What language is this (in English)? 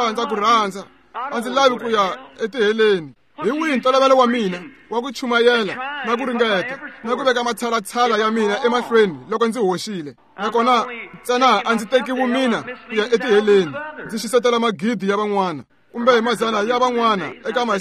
Tsonga